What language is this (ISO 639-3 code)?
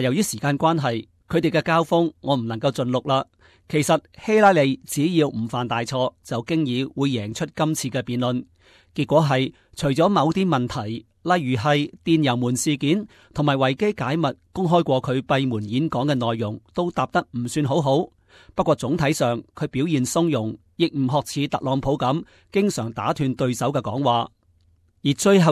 yue